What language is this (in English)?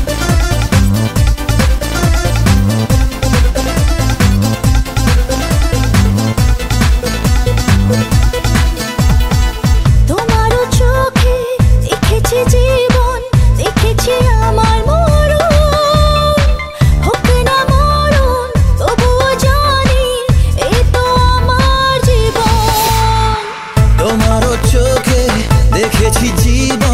Bangla